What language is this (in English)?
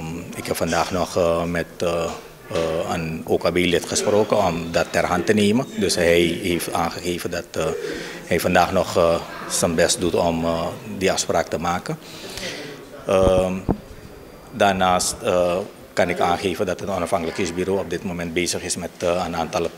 Dutch